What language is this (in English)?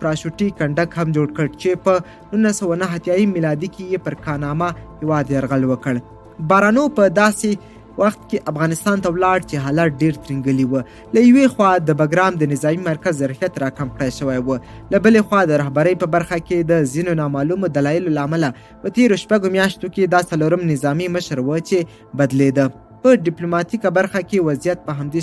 Pashto